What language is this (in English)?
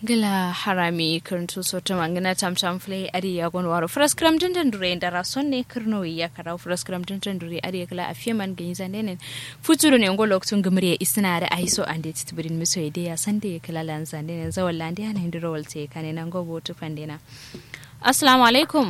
Kanuri